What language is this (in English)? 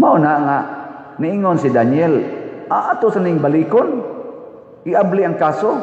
Cebuano